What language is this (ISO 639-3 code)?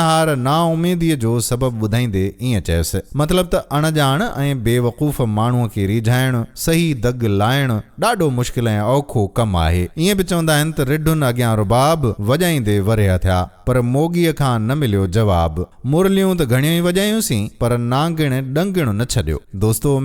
snd